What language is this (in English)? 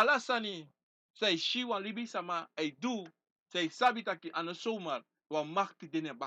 Sranan Tongo